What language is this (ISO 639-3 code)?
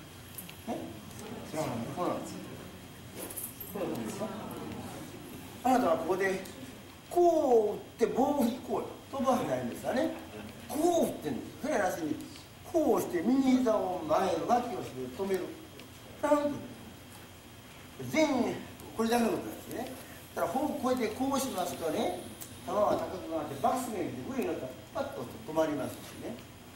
jpn